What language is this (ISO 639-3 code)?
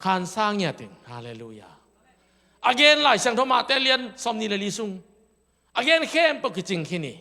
ctd